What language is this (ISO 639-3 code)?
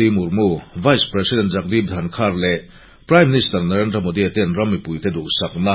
lus